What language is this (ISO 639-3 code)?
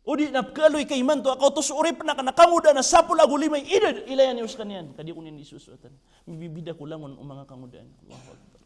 mrw